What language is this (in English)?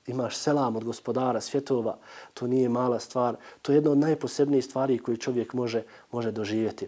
Bosnian